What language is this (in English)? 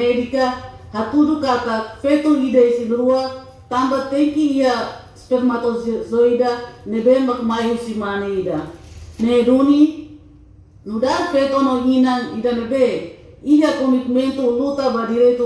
Tetum